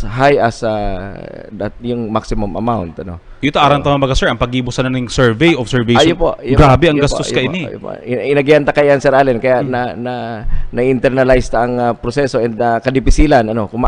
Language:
Bikol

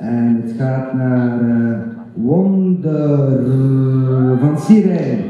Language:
Dutch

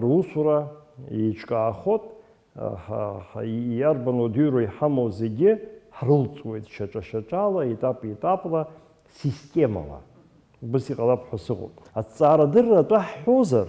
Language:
Abkhazian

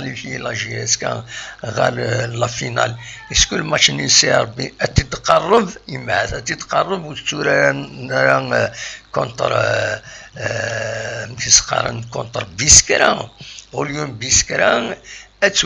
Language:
Kabyle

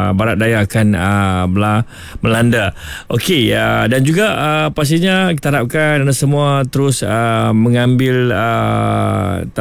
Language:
Malay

